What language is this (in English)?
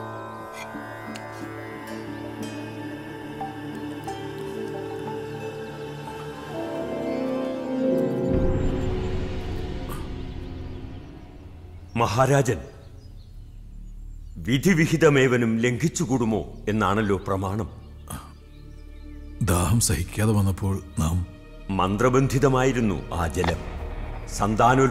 Malayalam